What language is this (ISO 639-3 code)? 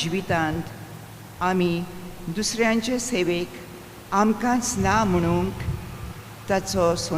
kok